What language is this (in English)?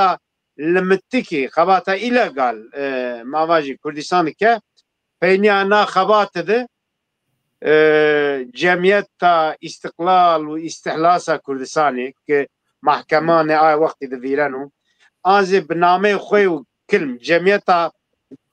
Zaza